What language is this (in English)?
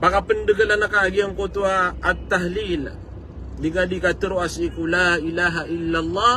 Maranao